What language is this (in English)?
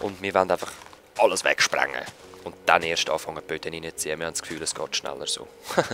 Swiss German